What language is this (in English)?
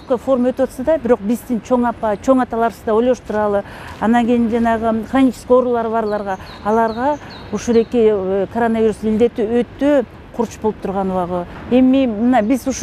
Kyrgyz